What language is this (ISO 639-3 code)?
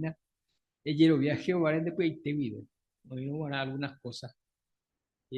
grn